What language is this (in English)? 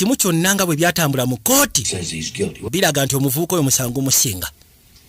Ganda